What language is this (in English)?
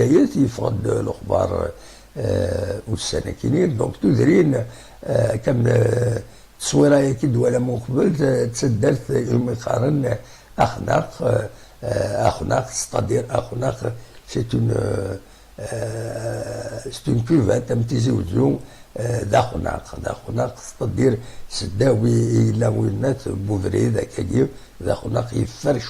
Kabyle